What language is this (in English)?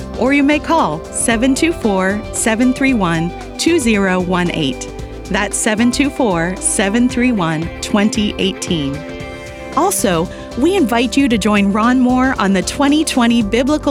English